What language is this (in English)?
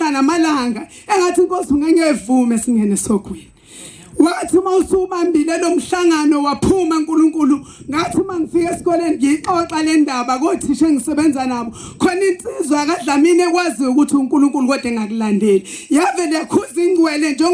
Zulu